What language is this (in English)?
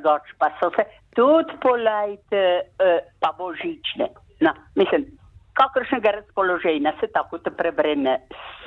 Slovenian